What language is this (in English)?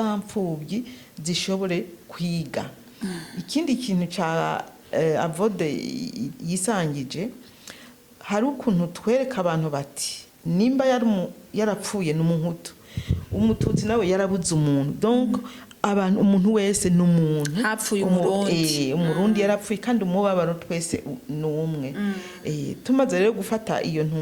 Rundi